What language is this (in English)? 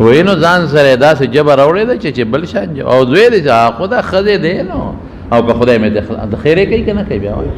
Pashto